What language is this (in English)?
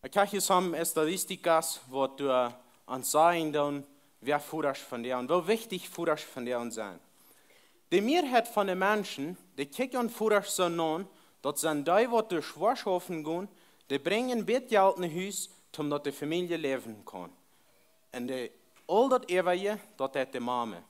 Plautdietsch